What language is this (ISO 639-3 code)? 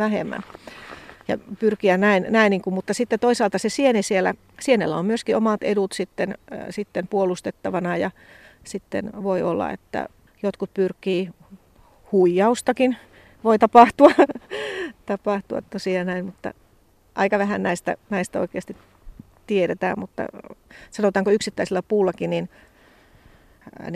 fin